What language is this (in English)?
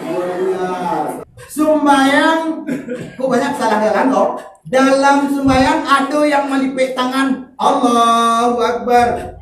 Minangkabau